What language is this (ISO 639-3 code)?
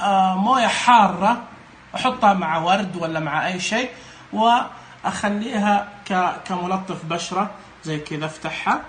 ars